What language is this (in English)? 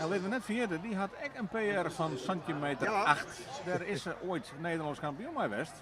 Western Frisian